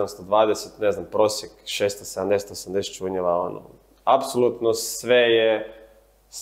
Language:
Croatian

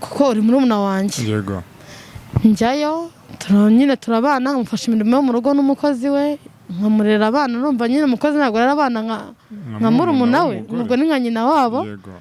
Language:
Kinyarwanda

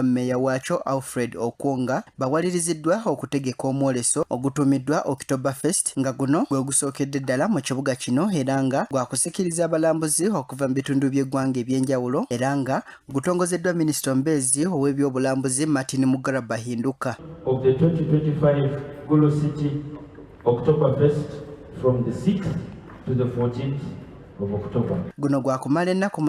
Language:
Ganda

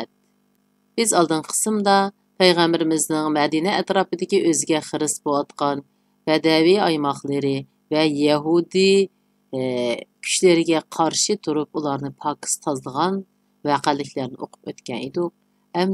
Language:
Uyghur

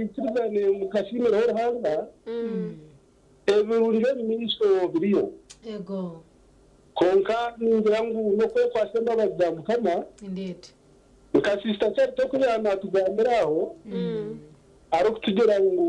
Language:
Nyankole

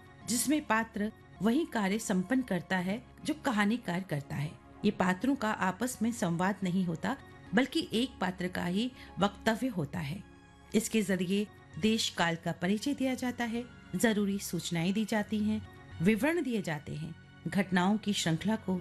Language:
Hindi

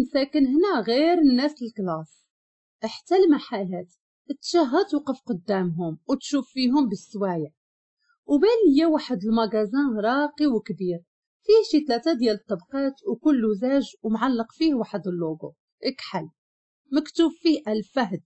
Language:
Moroccan Arabic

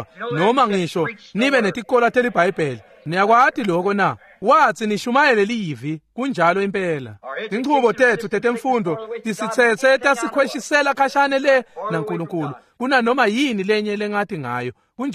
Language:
Swati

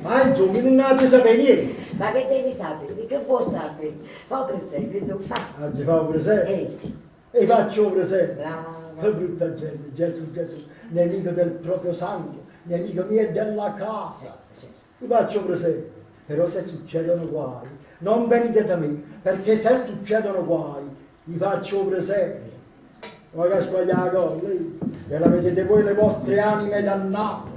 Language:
Neapolitan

